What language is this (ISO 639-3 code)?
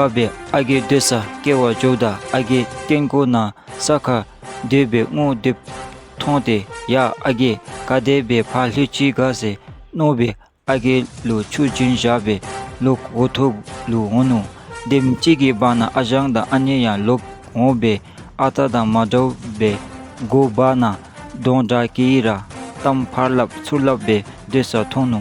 dzo